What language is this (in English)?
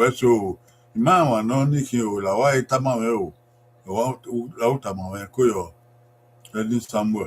Bini